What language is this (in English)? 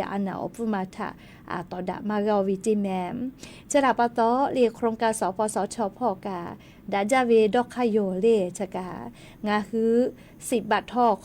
Lahu